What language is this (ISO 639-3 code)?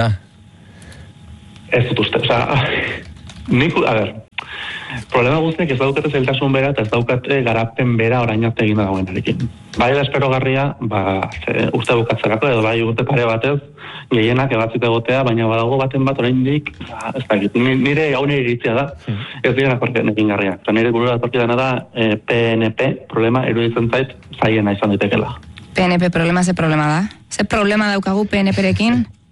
eus